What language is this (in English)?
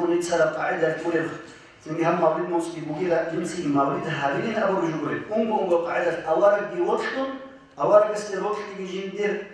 Avaric